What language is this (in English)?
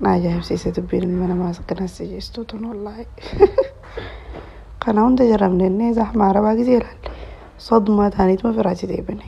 Oromo